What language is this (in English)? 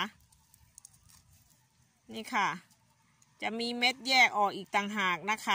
Thai